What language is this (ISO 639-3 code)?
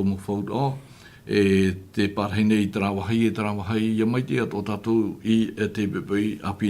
tah